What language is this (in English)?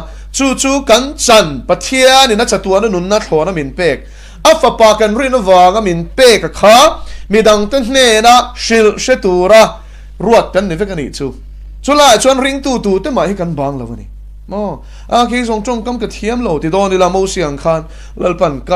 Mizo